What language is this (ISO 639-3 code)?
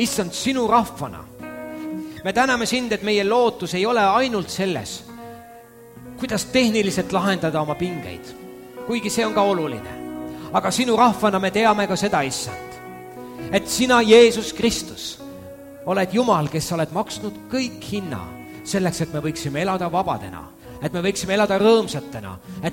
est